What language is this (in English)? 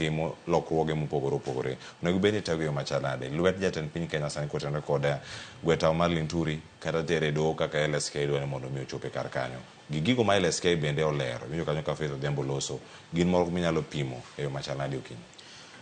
Luo (Kenya and Tanzania)